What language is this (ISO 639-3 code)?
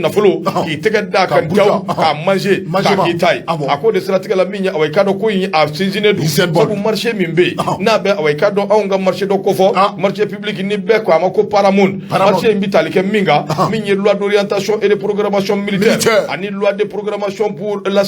bam